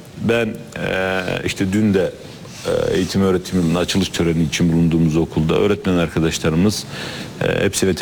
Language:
Turkish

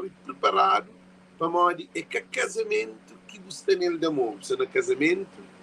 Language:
Kabuverdianu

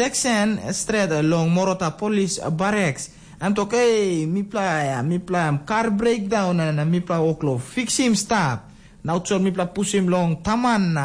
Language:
Tok Pisin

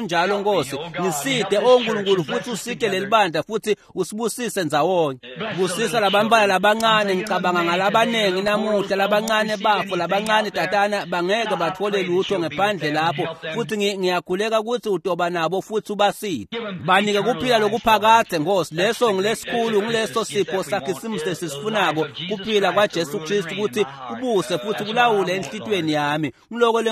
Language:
Swati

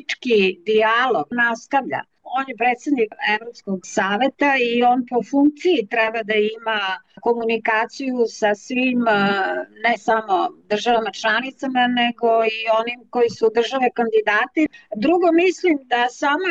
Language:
Serbian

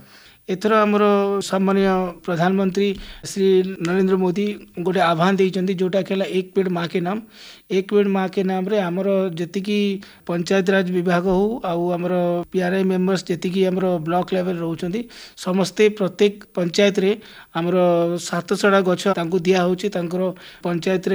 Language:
Odia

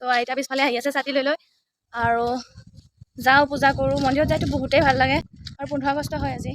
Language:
Assamese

